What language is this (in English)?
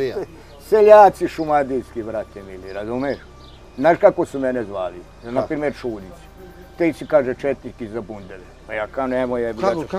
Serbian